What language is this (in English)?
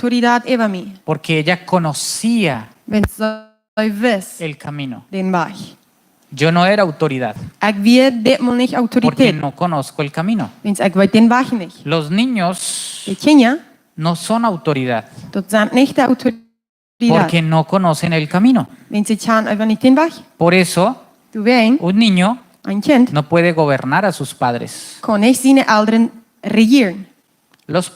Plautdietsch